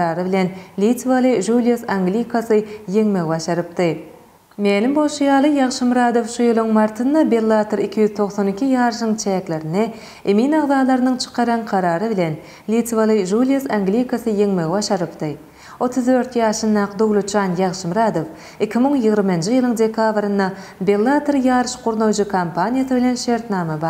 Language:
Turkmen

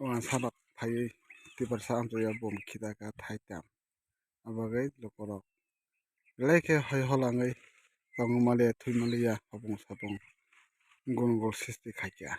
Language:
Kok Borok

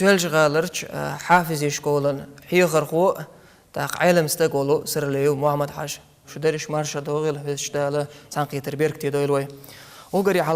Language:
Chechen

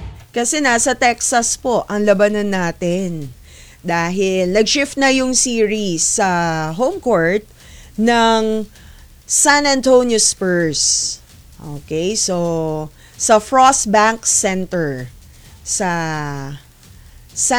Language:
Filipino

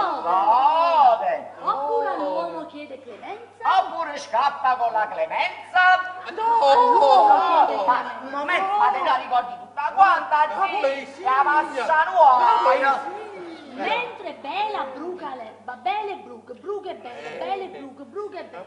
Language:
Neapolitan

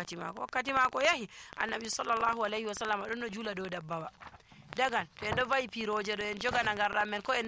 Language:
Nigerian Fulfulde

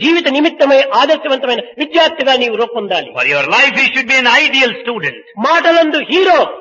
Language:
Telugu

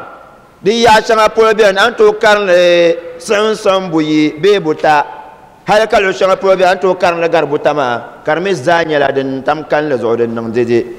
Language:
Dagbani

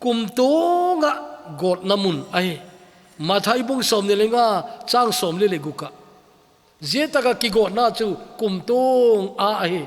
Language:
Thado Chin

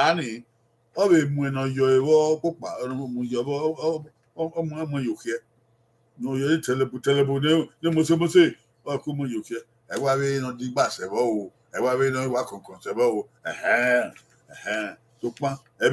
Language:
Bini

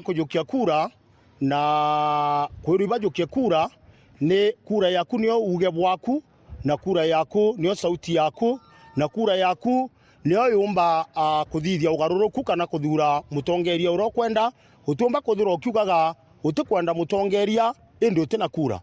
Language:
Meru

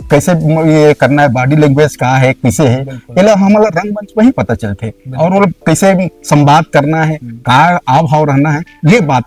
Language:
Chhattisgarhi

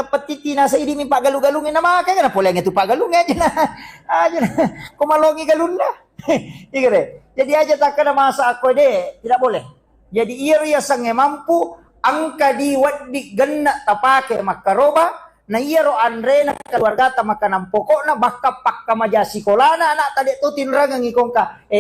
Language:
Buginese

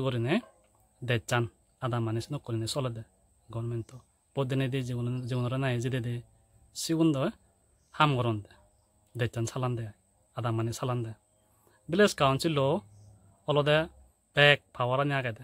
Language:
Chakma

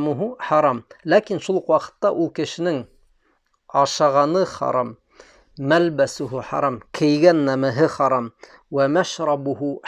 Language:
Bashkir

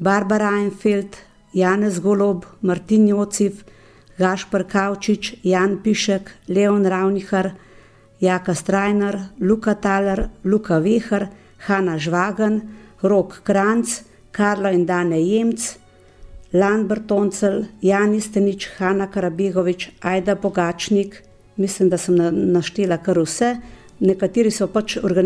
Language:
Slovenian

